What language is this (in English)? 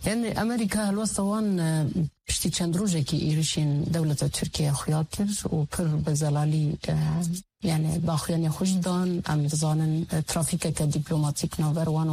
Kurdish